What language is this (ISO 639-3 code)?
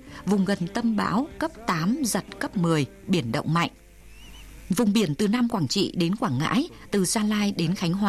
vie